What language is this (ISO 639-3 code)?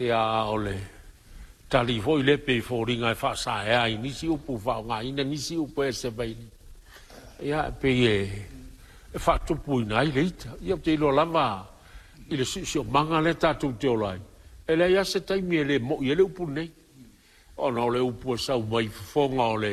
smo